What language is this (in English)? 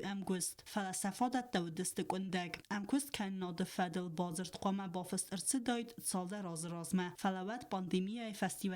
Ossetic